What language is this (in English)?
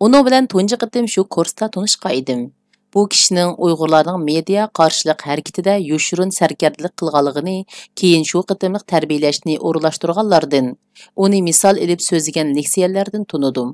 Uyghur